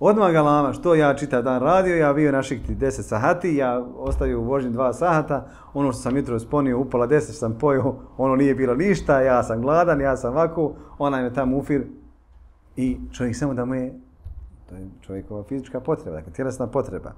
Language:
Bosnian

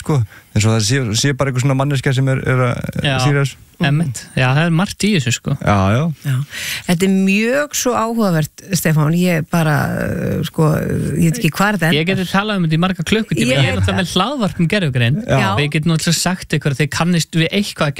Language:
Icelandic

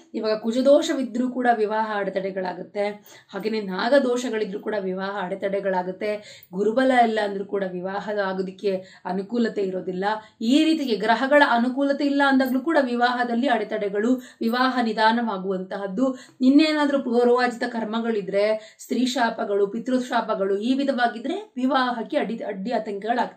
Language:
Kannada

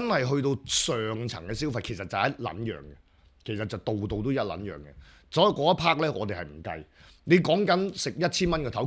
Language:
Cantonese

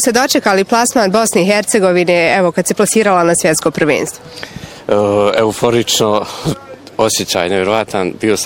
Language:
Bosnian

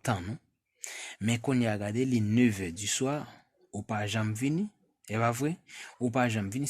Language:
Haitian Creole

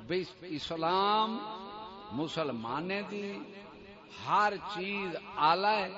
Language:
Saraiki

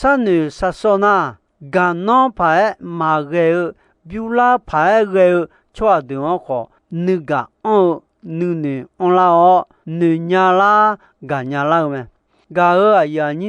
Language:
Akha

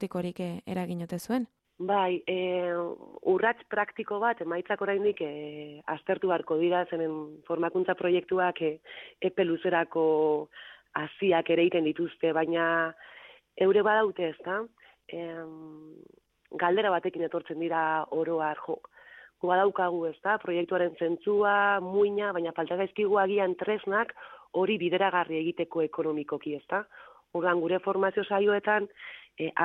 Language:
Basque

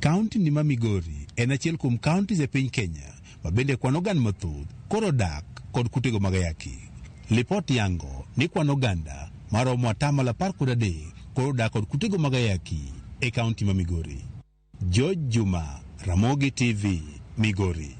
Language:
Luo (Kenya and Tanzania)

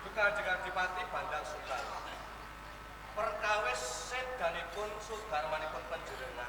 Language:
Javanese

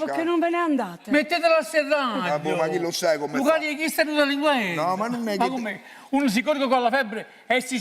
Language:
Neapolitan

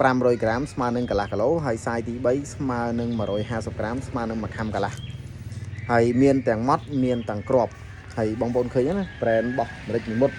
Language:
Khmer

